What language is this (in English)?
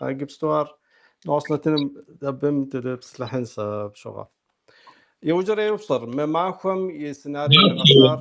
Kabardian